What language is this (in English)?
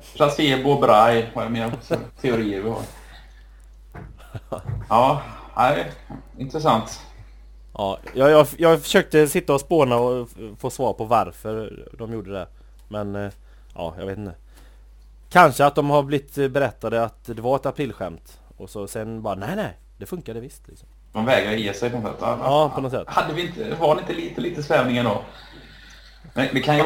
Swedish